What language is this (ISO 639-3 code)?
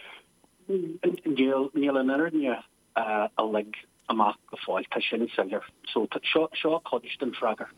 gle